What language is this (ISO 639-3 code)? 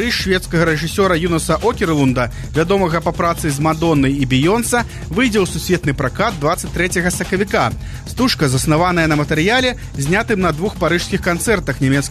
bel